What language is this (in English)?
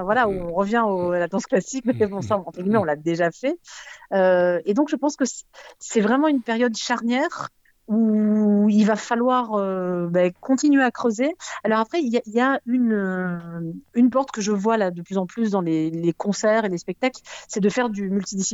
French